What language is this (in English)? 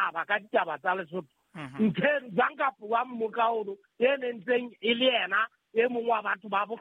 Southern Sotho